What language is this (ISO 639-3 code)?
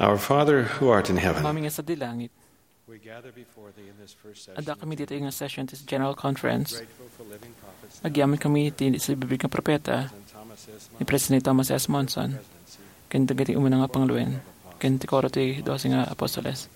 ilo